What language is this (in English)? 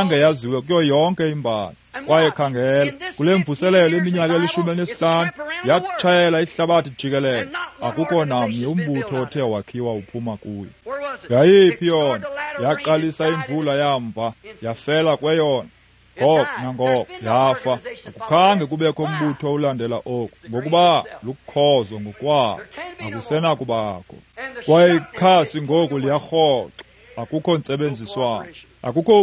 Xhosa